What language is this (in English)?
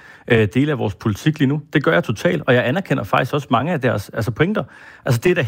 Danish